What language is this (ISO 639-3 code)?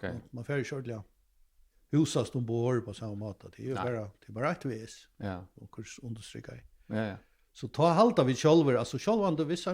fao